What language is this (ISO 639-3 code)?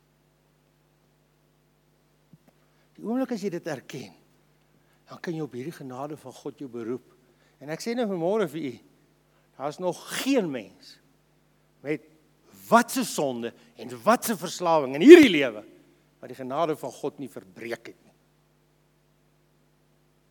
afr